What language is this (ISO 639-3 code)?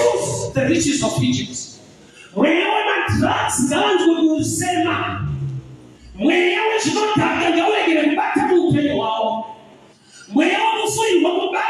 sna